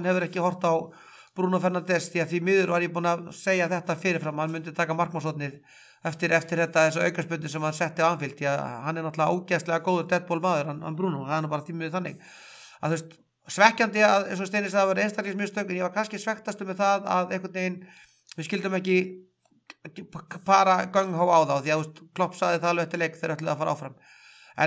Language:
Icelandic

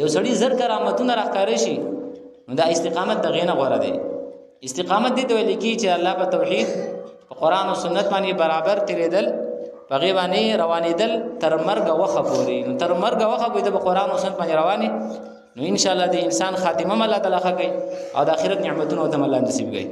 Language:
Pashto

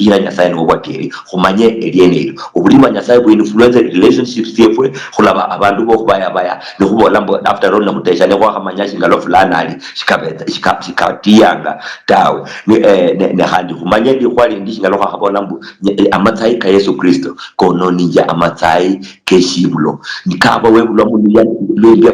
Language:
Luyia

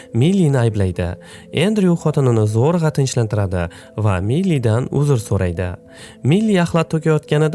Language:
Uzbek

